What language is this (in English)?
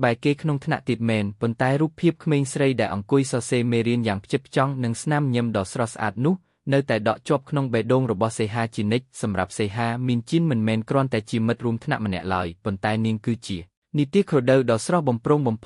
Khmer